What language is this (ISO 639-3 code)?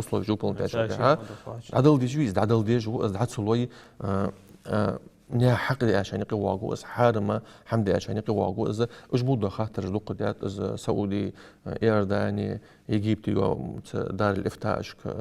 inh